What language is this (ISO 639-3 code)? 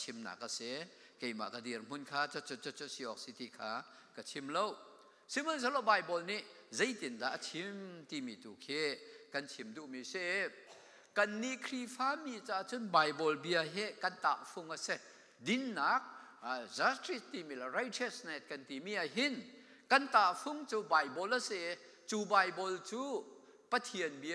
cnh